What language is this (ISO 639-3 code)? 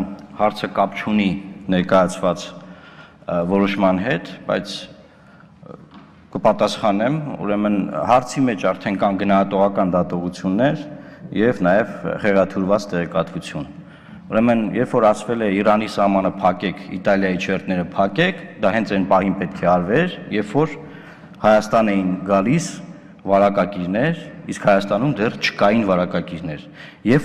hye